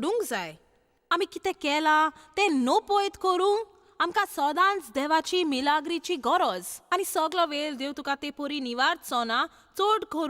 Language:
Konkani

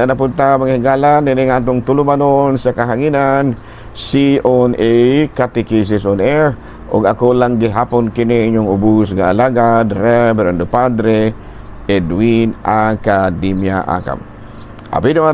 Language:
Cebuano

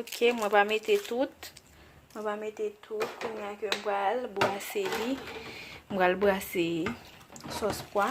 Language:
Haitian Creole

